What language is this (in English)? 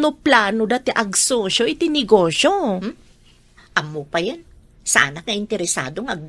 Iloko